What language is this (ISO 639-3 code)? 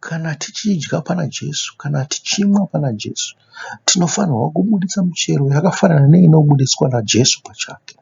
sna